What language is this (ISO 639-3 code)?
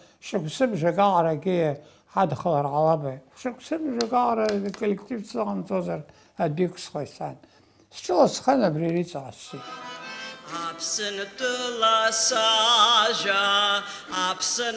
abk